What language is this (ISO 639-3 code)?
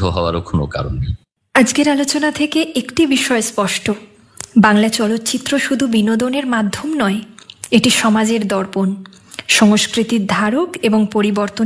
ben